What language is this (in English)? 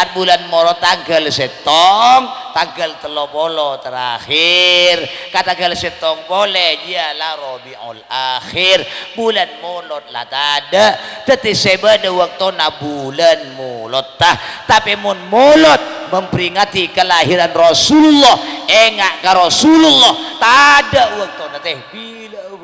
Madurese